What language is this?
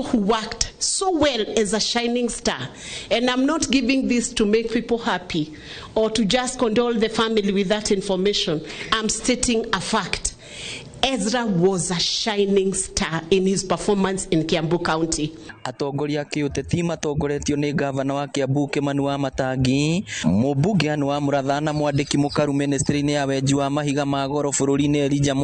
Kikuyu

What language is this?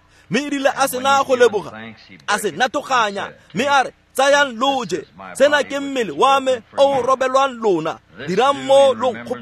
Tswana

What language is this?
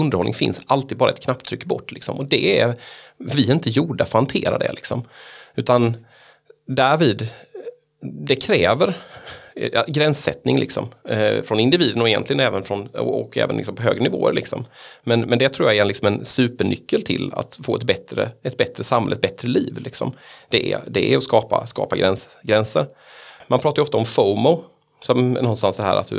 Swedish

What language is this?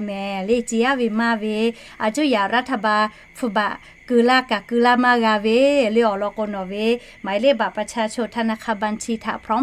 Lahu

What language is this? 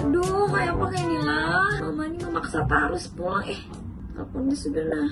Banjar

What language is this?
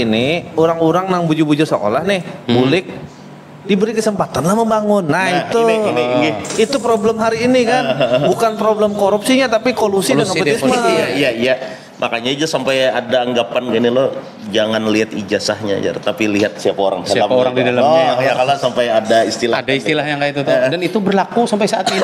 Banjar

